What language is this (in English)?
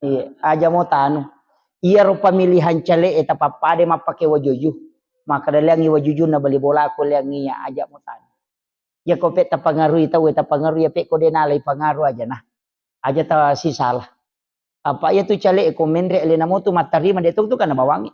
Buginese